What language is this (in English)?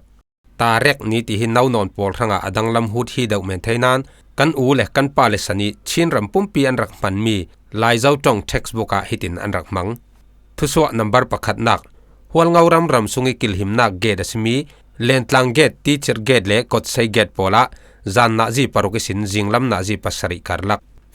Falam Chin